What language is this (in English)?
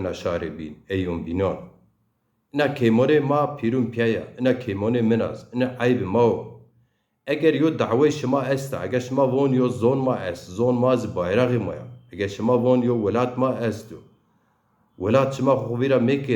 Zaza